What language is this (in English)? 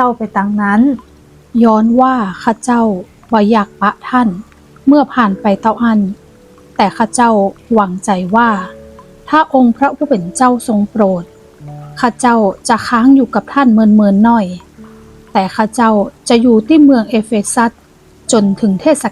Northern Thai